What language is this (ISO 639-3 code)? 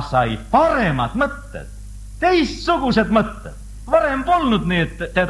est